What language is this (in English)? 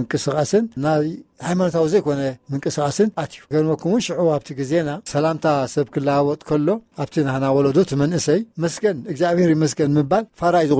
Tigrinya